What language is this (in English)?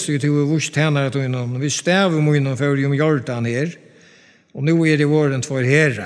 Faroese